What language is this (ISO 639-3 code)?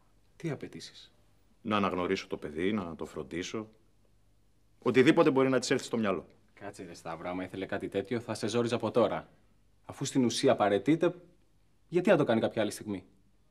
ell